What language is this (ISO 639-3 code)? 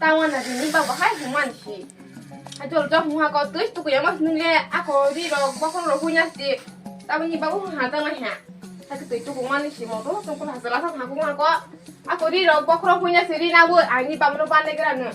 trp